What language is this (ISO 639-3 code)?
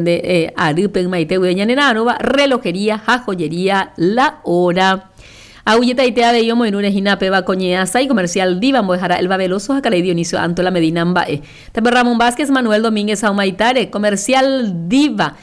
grn